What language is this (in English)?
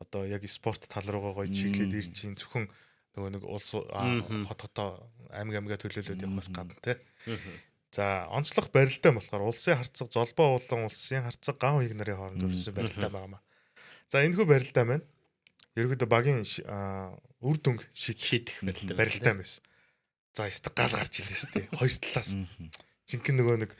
Mongolian